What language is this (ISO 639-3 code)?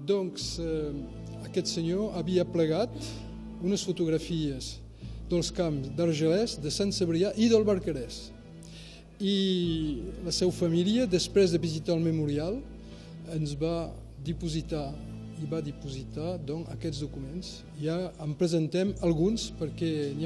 cat